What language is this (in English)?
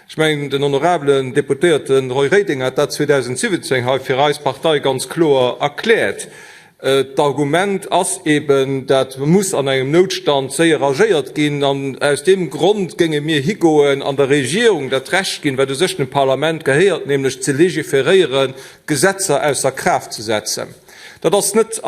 Luxembourgish